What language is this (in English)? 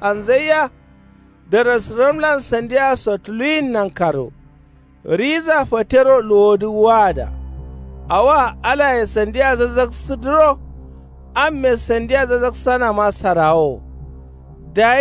Kanuri